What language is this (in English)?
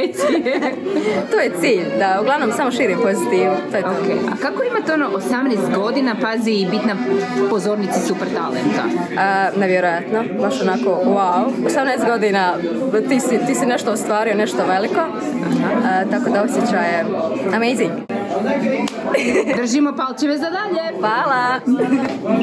Croatian